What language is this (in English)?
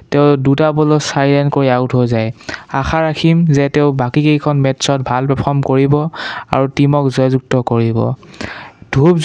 Assamese